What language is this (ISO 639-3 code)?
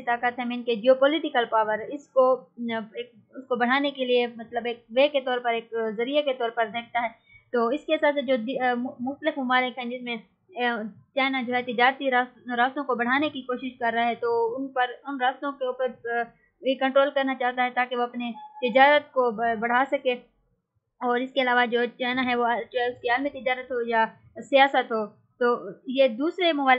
urd